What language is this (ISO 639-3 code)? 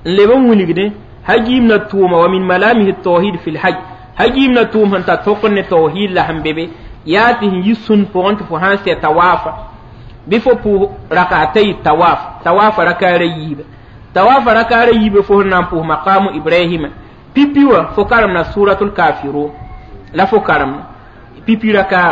mos